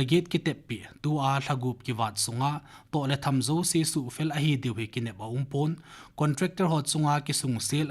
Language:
Thado Chin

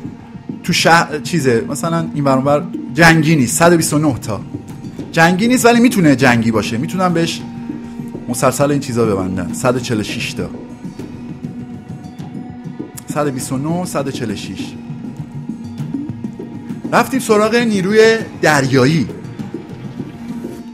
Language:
Persian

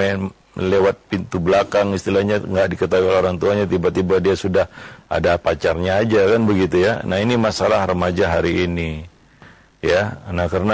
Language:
Indonesian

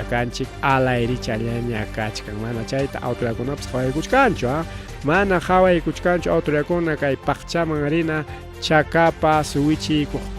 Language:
Ayacucho Quechua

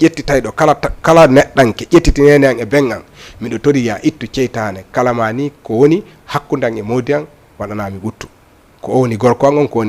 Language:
Fula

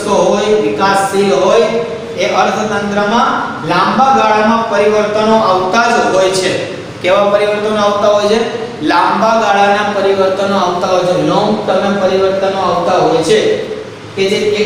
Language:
Gujarati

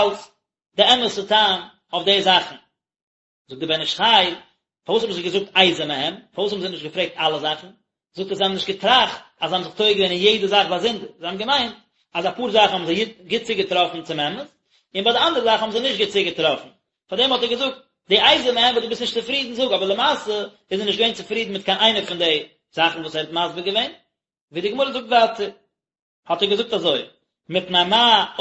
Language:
Yiddish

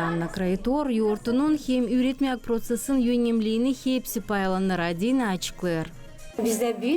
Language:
Gagauz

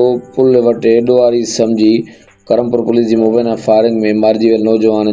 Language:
Sindhi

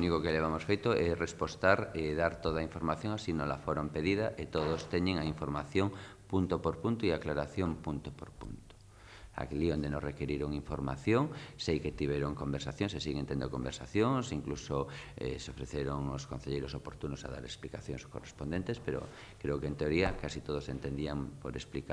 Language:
Galician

